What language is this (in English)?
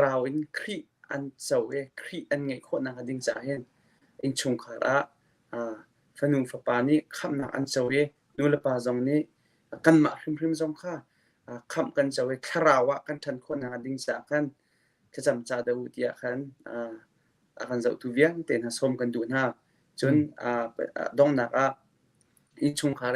Hakha Chin